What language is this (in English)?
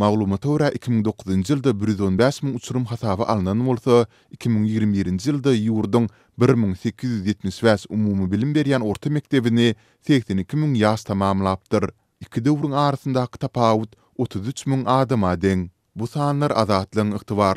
Turkmen